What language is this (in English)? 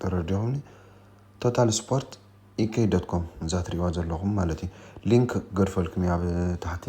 Tigrinya